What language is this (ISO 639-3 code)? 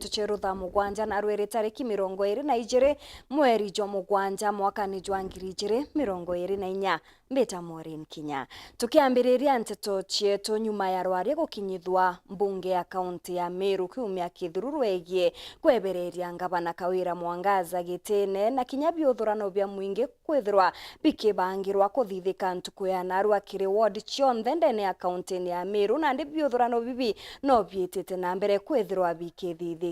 mer